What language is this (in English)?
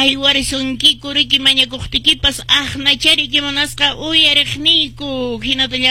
Quechua